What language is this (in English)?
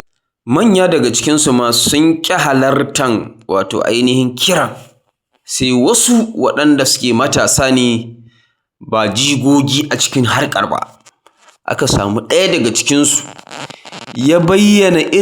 Hausa